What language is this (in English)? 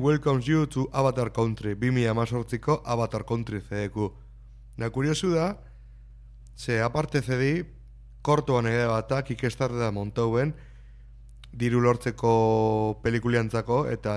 Basque